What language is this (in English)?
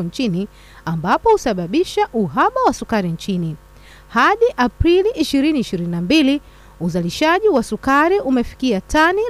Swahili